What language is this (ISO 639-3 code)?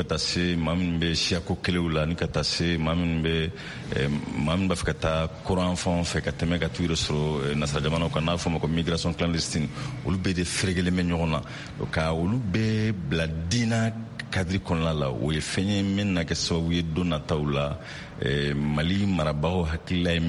bam